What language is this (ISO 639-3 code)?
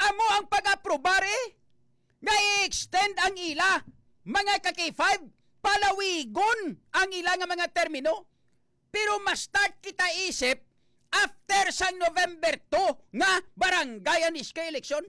hil